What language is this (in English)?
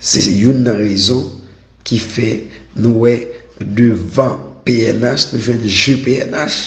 Haitian Creole